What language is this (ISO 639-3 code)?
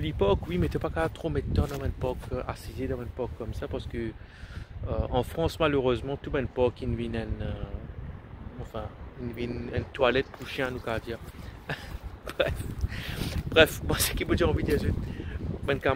mfe